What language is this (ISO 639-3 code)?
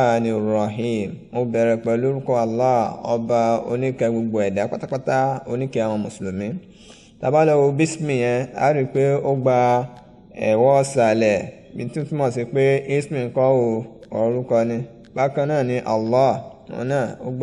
yor